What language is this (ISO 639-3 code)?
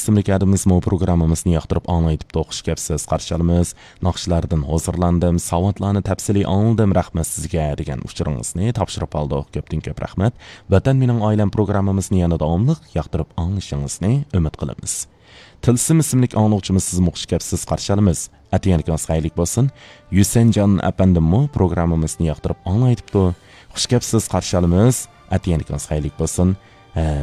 uig